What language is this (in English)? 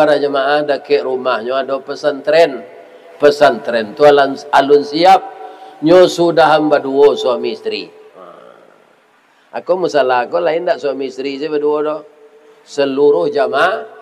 Minangkabau